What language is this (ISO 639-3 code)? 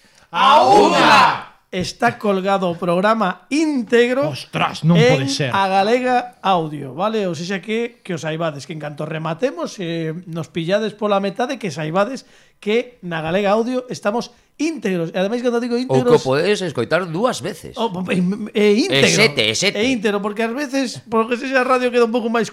glg